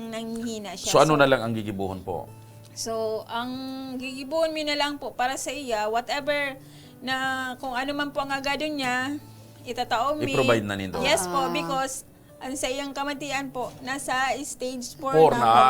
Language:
Bikol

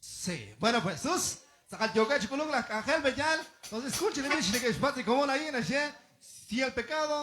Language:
Kekchí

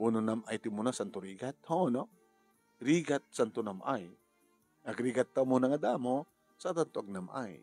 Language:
Iloko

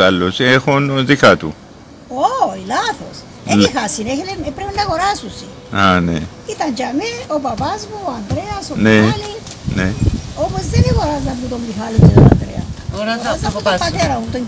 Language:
Greek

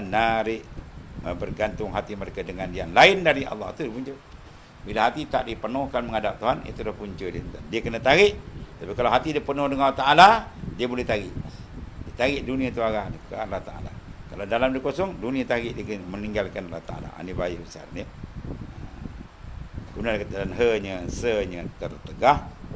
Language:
Malay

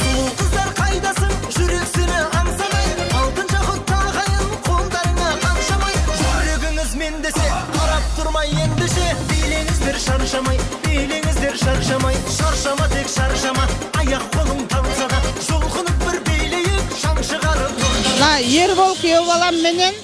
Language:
Kara-Kalpak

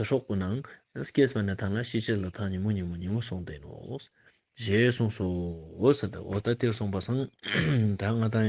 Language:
Ladakhi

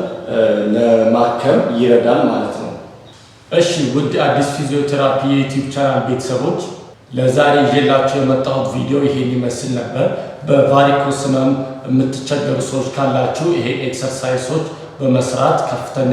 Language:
Amharic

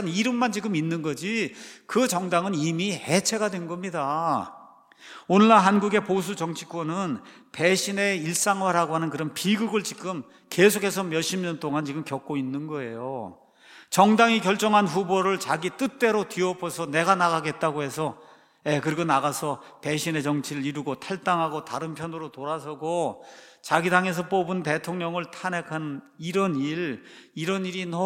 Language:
Korean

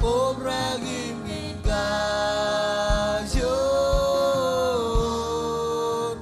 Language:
Marshallese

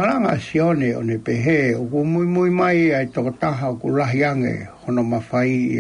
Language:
Tongan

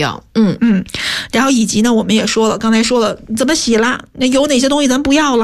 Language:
Chinese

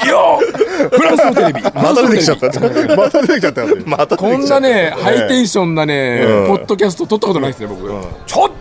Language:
Japanese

